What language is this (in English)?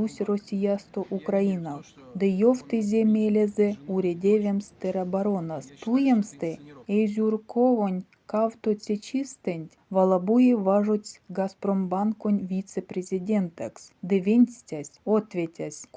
Erzya